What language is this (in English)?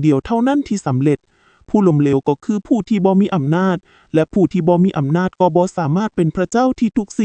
Lao